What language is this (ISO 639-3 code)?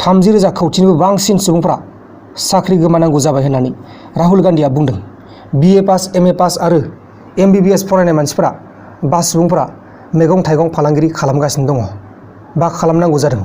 brx